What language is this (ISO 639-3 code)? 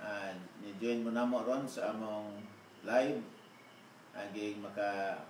ceb